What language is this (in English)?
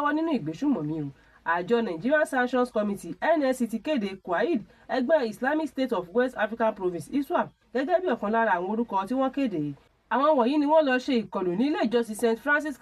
Yoruba